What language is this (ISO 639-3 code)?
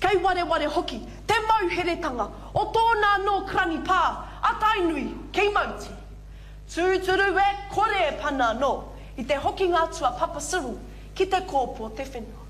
mri